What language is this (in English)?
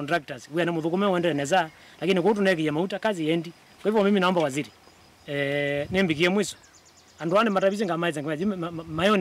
Kamba